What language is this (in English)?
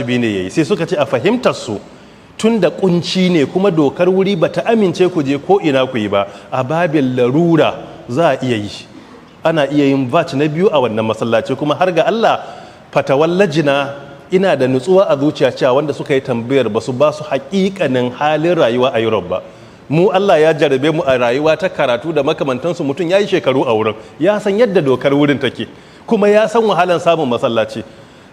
Hausa